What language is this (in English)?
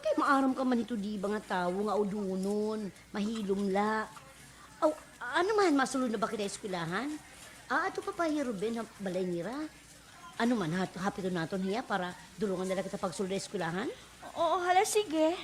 Waray